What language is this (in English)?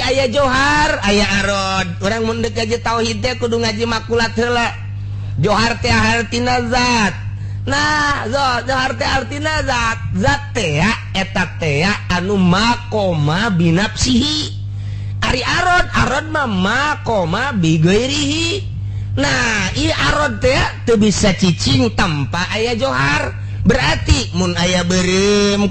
Sundanese